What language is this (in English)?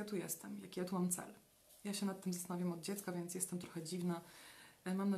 Polish